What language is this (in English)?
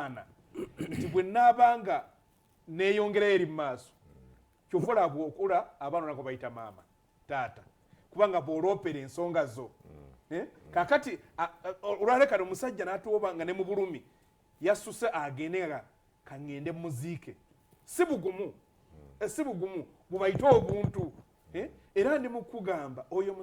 Ganda